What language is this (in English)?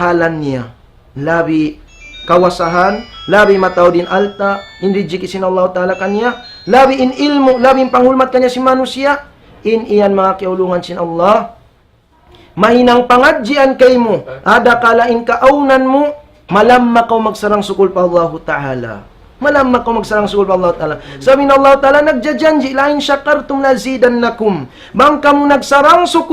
Tausug